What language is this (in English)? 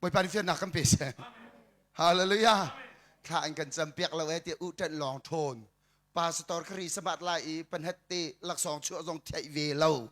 Hakha Chin